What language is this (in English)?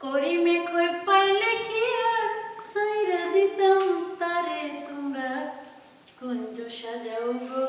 Sylheti